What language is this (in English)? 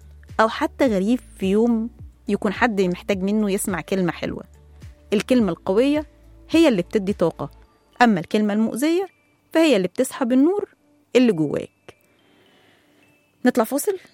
Egyptian Arabic